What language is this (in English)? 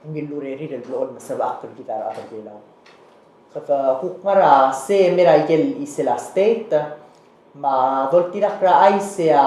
Palauan